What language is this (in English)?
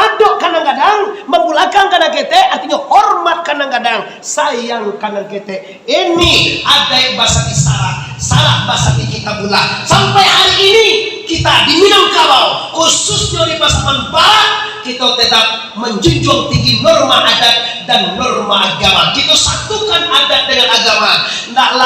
Minangkabau